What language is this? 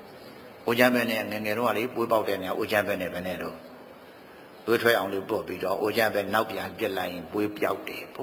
Burmese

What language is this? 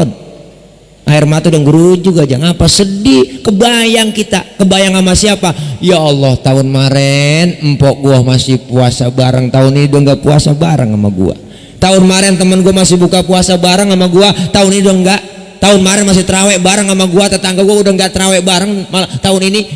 Betawi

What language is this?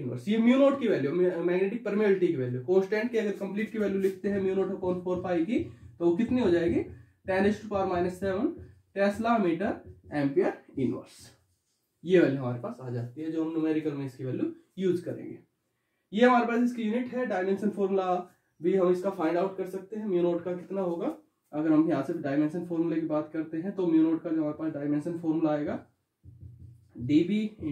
Hindi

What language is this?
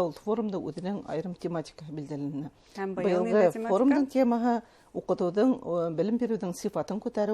Bashkir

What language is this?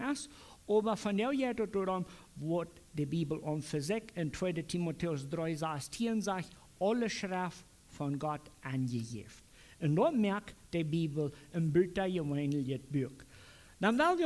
Plautdietsch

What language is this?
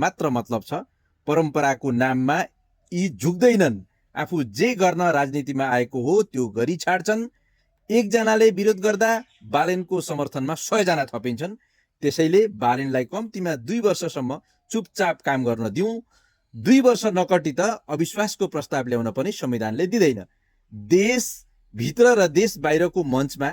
Nepali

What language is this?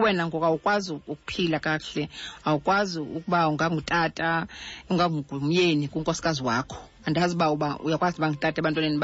Xhosa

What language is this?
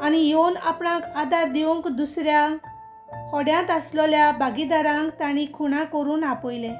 Konkani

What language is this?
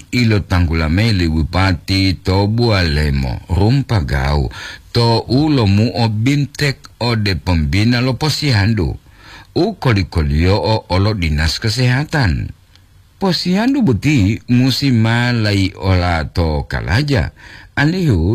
Gorontalo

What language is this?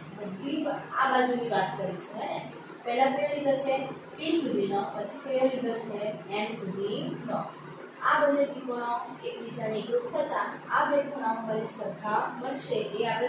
Gujarati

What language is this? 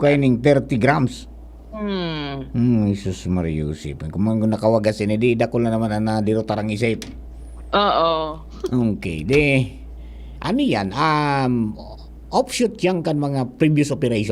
Bikol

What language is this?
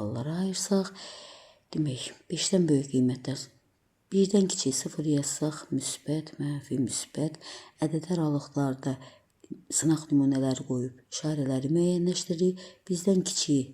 Azerbaijani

